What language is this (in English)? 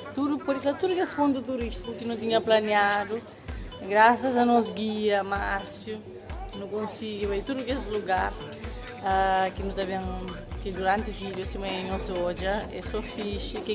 Kabuverdianu